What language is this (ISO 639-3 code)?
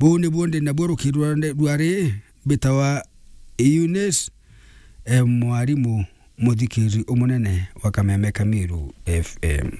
mer